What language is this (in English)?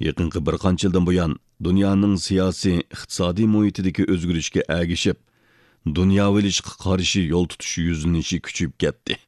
Uyghur